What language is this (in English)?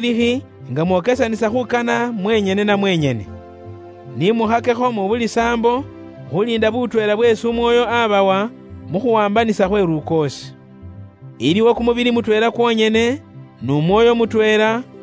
Luyia